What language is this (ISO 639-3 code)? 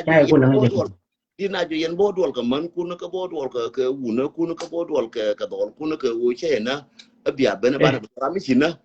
nus